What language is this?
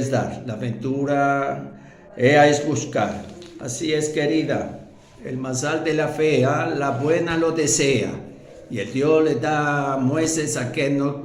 Ladino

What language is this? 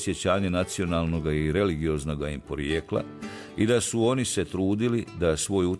Bosnian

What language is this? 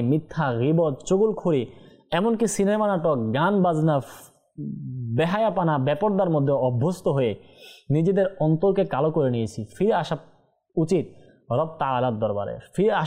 Bangla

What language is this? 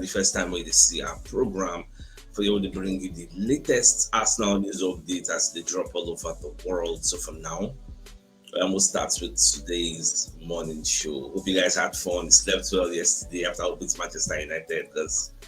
Nigerian Pidgin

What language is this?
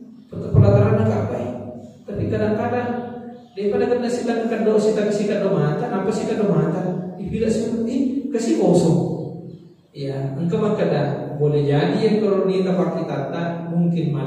Buginese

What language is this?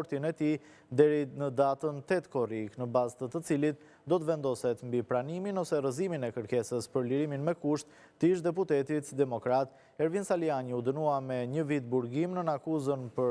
Albanian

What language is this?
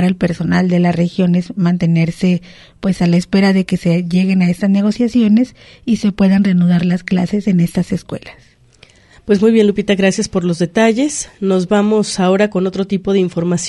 Spanish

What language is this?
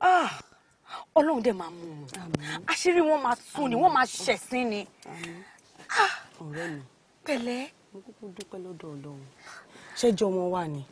Yoruba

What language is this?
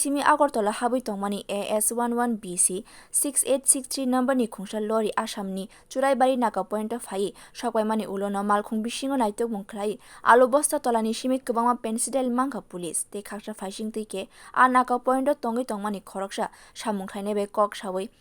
Kok Borok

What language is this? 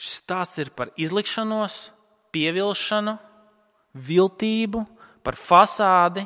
Latvian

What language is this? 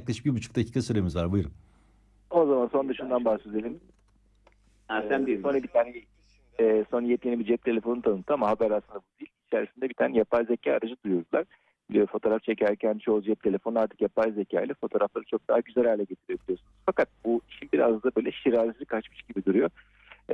Turkish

